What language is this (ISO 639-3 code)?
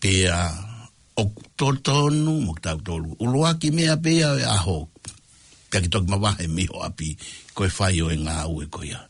ton